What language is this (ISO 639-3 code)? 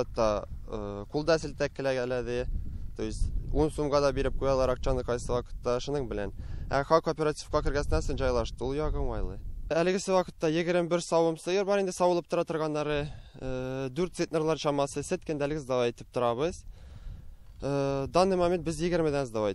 tat